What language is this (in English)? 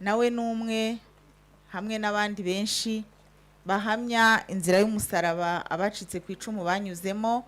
Kinyarwanda